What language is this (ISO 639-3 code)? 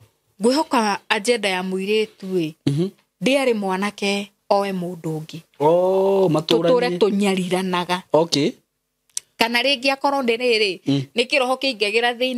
kik